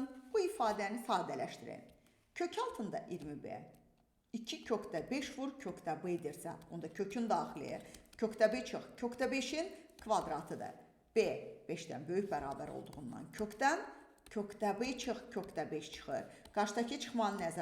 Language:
Azerbaijani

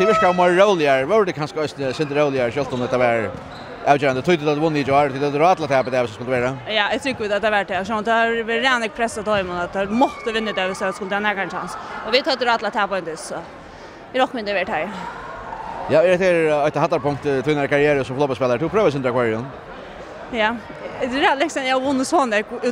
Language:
Faroese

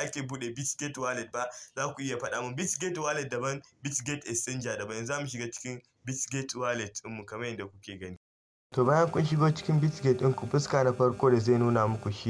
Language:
Hausa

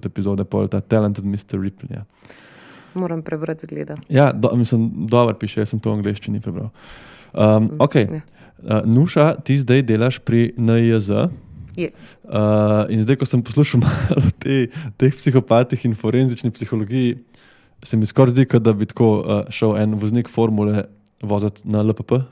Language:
Slovenian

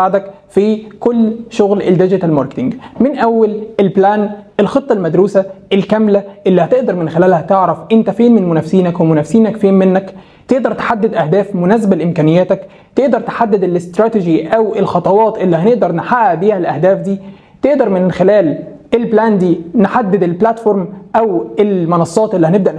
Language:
Egyptian Arabic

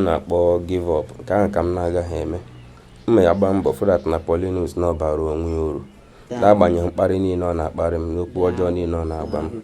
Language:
Igbo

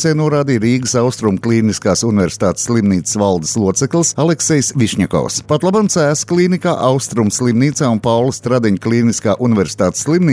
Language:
Latvian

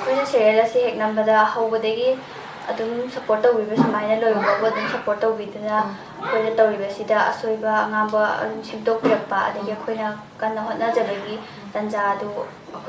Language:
Manipuri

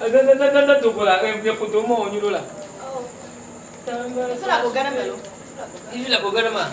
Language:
Ewe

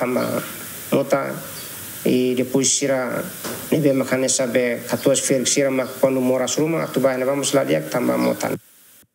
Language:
Tetum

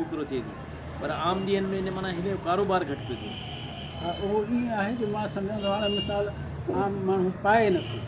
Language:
Sindhi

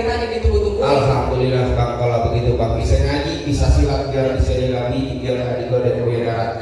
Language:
Betawi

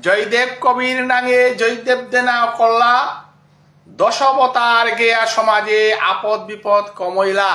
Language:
Bishnupriya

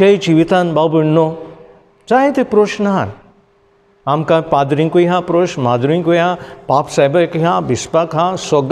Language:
Konkani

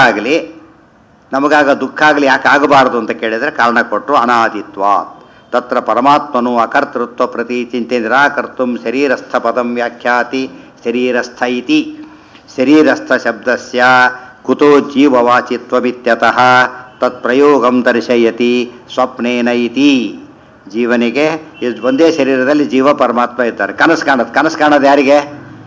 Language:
Kannada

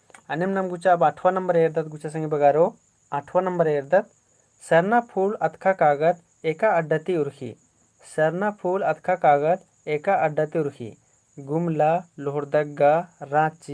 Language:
Kurukh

